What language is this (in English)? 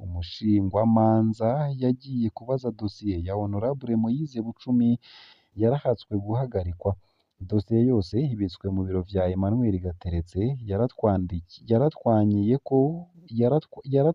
Rundi